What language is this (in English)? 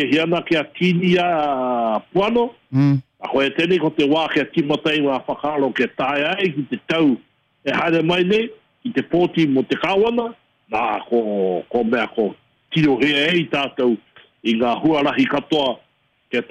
Māori